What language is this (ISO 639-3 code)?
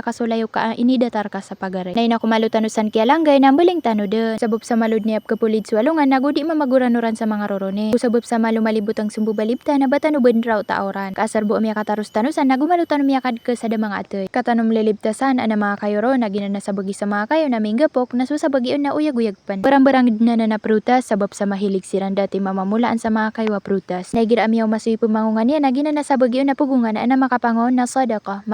mrw